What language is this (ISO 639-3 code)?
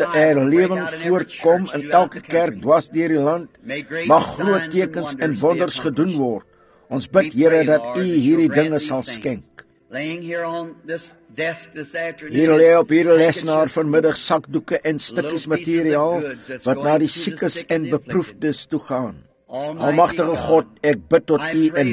afr